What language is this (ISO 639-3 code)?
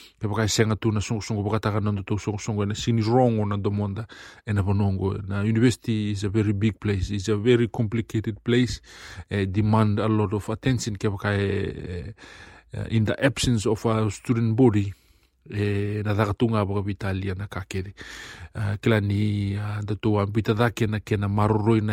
fij